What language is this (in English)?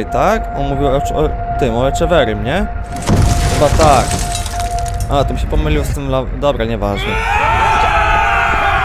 Polish